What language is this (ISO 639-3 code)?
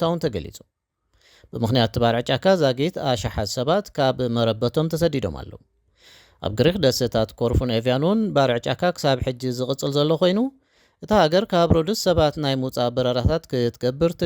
tir